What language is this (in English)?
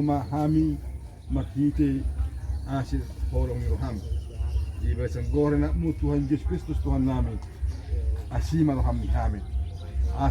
Batak Toba